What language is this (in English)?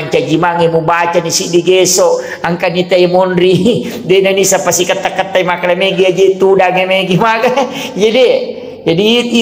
Buginese